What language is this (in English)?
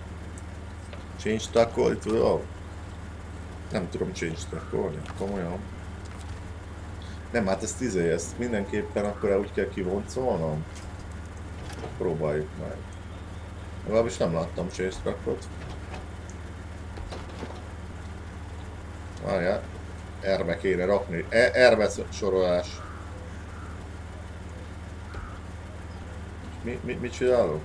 Hungarian